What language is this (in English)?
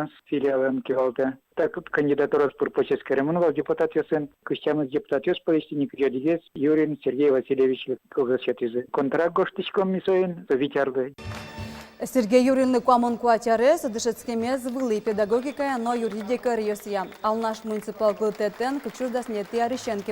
Udmurt